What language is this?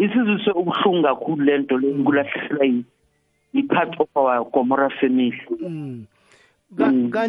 South Ndebele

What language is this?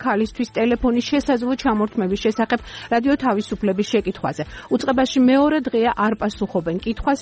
Georgian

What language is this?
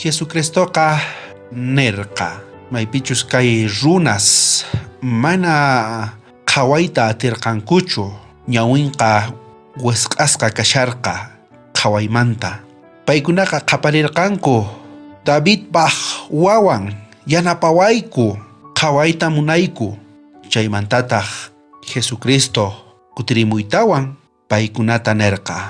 South Bolivian Quechua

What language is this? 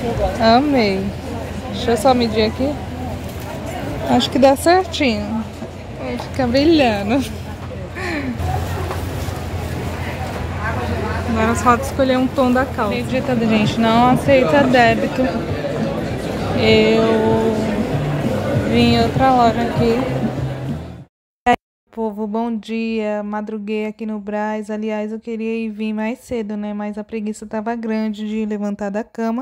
Portuguese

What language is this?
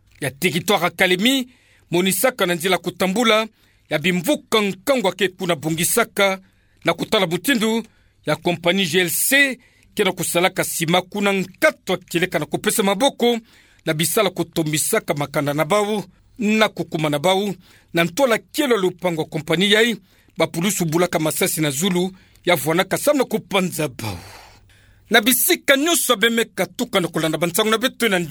Kituba (Democratic Republic of Congo)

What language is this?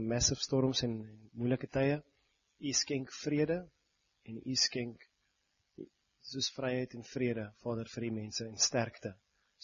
Afrikaans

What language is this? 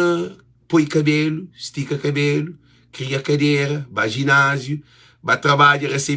Kabuverdianu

